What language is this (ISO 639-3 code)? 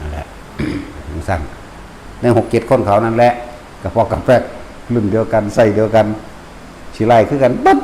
tts